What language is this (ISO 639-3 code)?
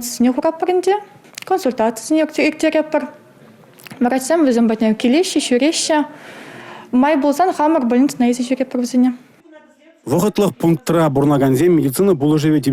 chv